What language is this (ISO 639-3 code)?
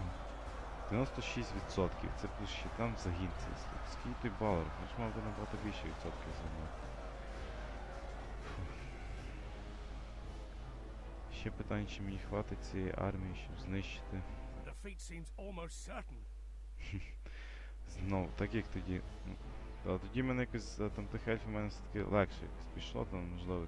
ukr